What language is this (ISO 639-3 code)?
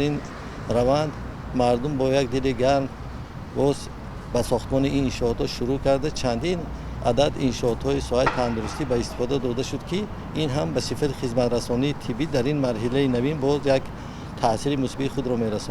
tgk